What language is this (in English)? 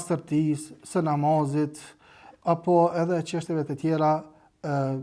Albanian